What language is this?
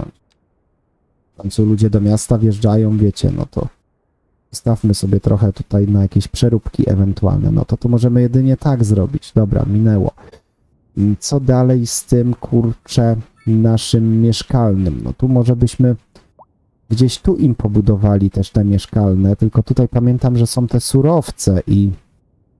Polish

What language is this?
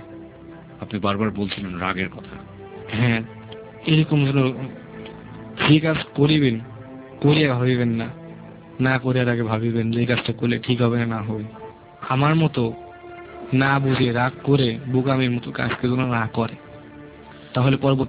Bangla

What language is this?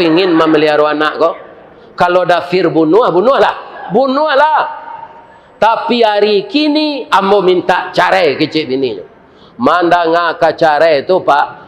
Minangkabau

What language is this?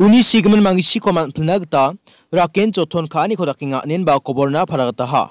Garo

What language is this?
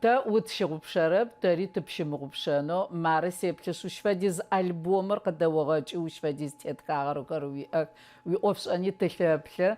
Adyghe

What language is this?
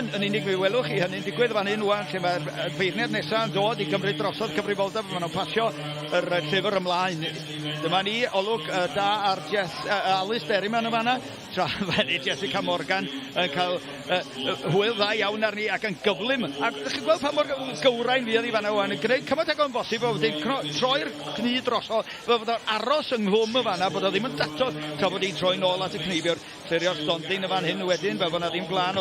Welsh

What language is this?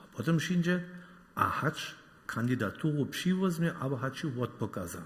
Upper Sorbian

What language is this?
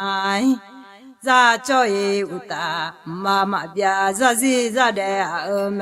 Akha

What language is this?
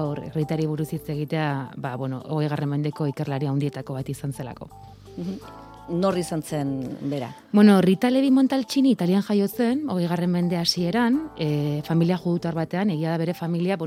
Basque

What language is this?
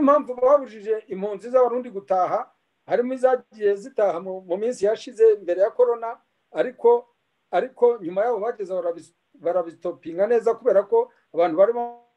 Kinyarwanda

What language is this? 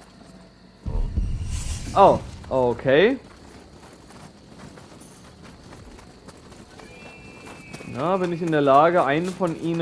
German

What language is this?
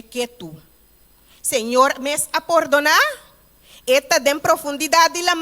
Papiamento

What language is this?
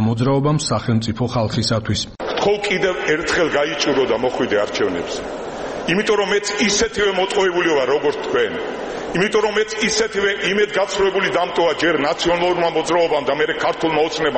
Georgian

